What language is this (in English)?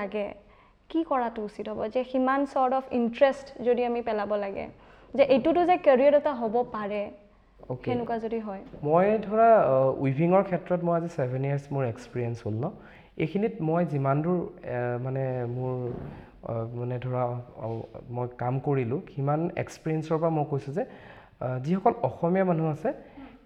Assamese